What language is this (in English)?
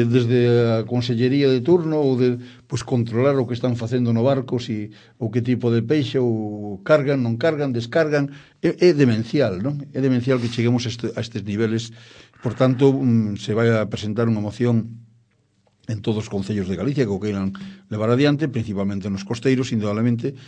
Galician